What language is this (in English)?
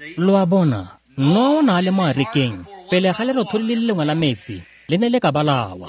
Tswana